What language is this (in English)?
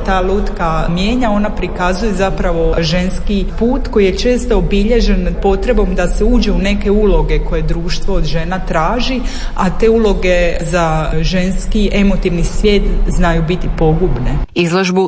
Croatian